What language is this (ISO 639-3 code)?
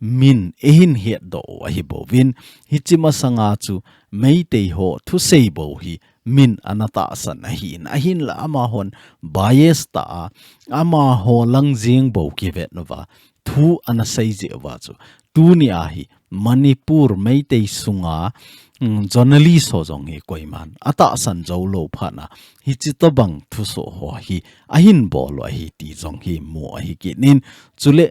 tcz